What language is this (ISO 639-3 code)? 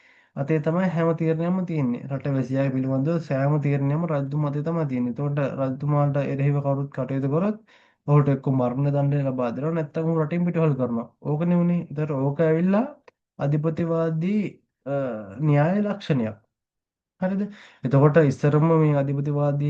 sin